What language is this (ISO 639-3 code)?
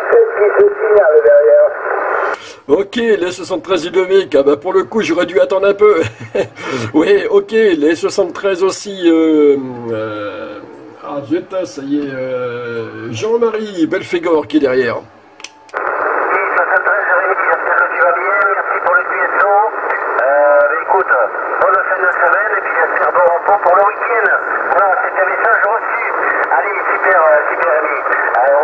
fra